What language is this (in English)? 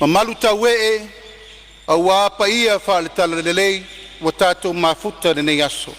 Samoan